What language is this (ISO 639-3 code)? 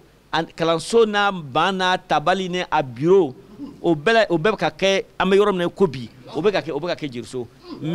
bam